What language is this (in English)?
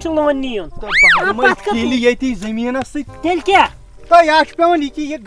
Kashmiri